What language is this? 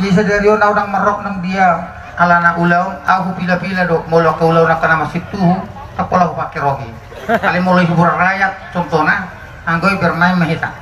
Batak Toba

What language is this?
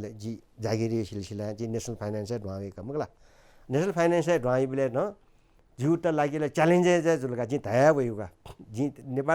Newari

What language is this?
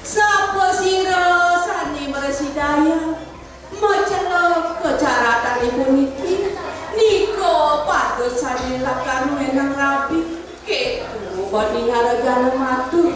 Balinese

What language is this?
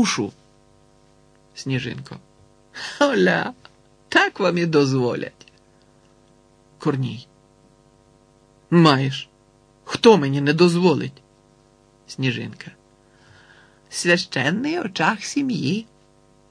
Ukrainian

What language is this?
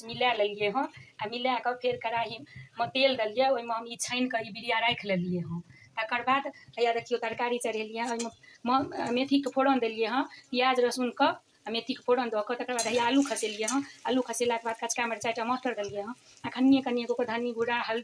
Maithili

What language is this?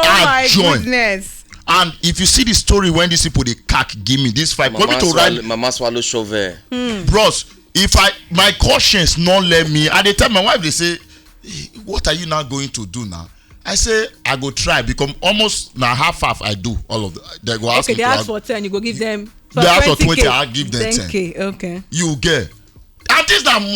Nigerian Pidgin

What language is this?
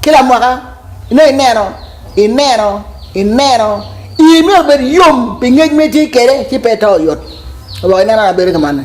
Acoli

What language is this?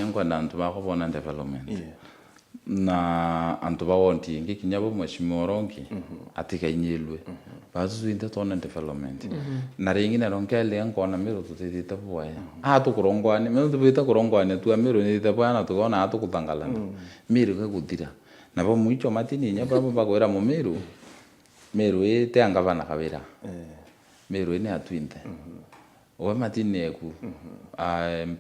Meru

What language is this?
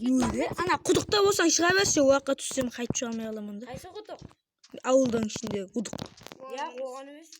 Kara-Kalpak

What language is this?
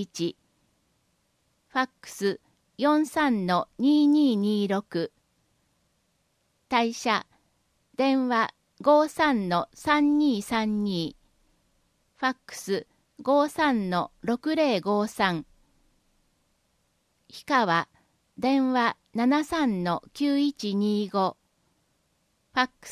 Japanese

